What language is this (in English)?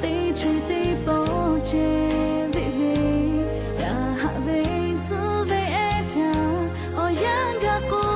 Lahu